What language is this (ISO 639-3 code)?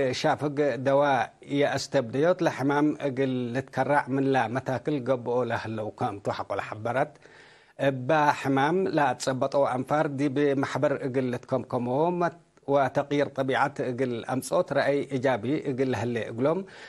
tig